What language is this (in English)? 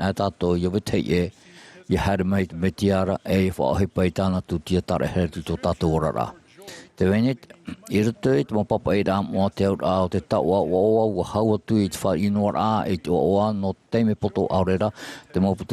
Tahitian